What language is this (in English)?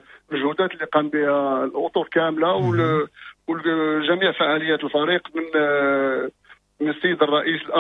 Moroccan Arabic